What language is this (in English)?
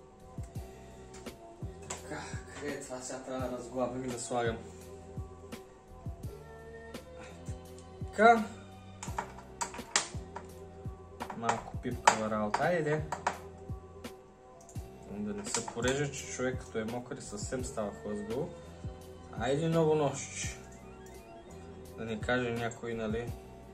Bulgarian